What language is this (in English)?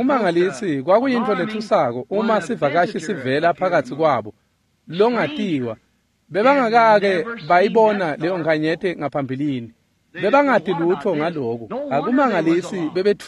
Swati